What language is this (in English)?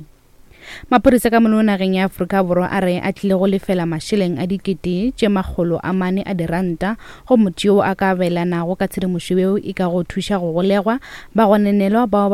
Northern Sotho